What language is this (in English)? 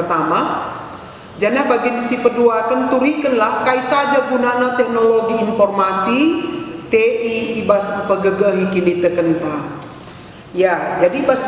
Batak Karo